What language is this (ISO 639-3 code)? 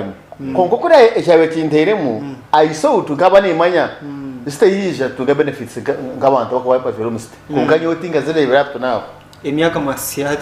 nyn